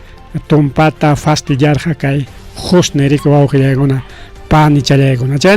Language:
Ayacucho Quechua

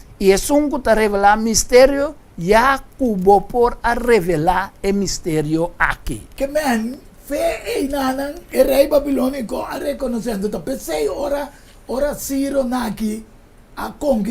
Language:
Papiamento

